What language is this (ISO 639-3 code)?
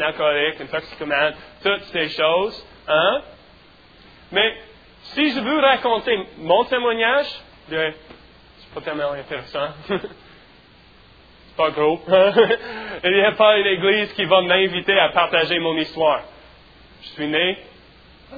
fra